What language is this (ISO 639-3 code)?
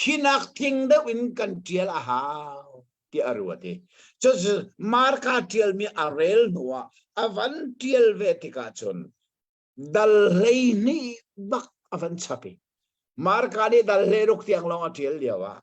cnh